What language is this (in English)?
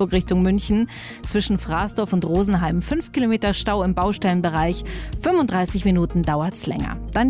German